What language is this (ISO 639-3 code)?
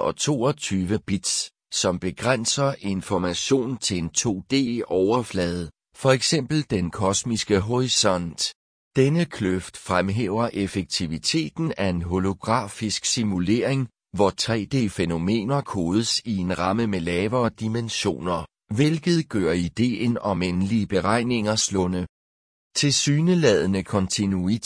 dan